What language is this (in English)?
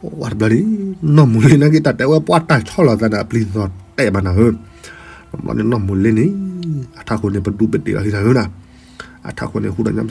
S'gaw Karen